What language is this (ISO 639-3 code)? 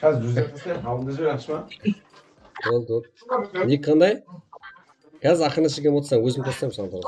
kaa